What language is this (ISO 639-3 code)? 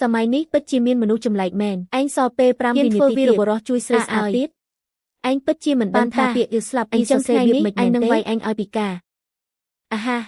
khm